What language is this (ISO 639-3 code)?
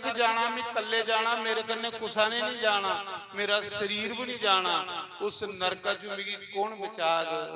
doi